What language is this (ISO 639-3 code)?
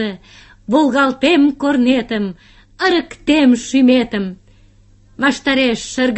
chm